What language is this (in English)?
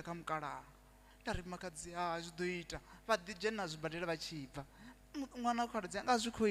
Venda